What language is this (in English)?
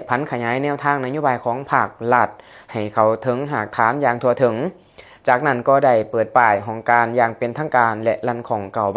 Lao